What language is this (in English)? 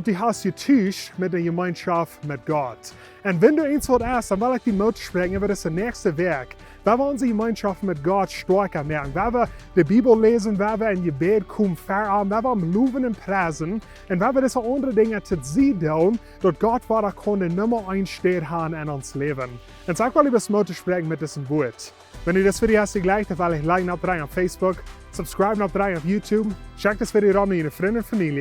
Plautdietsch